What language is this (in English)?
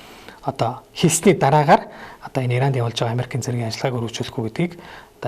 Mongolian